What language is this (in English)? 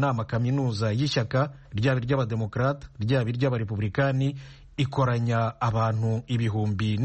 Kinyarwanda